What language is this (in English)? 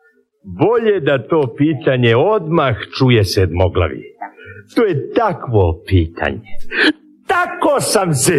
Serbian